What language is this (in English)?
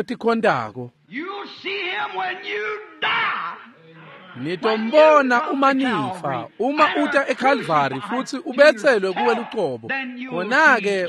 Swati